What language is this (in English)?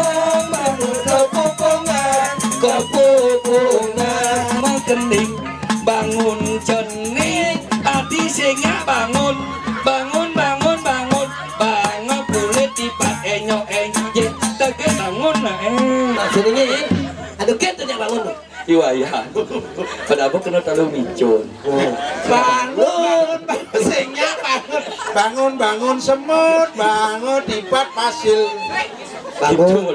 Balinese